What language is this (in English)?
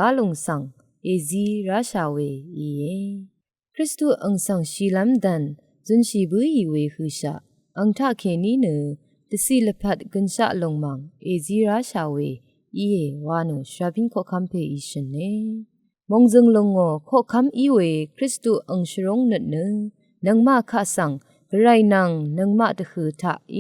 Rawang